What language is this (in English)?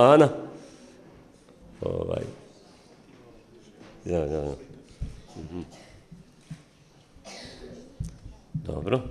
Bosnian